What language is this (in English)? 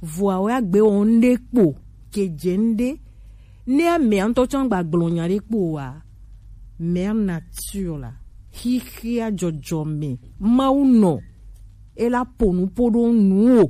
Gen